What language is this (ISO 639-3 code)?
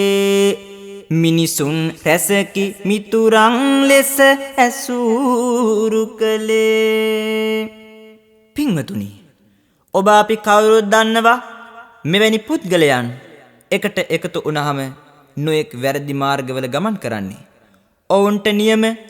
sin